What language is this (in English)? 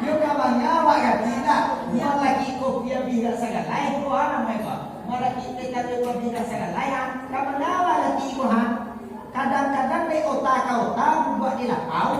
Minangkabau